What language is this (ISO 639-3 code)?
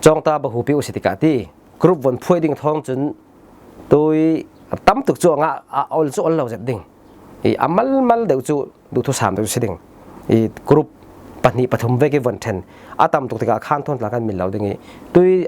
cfm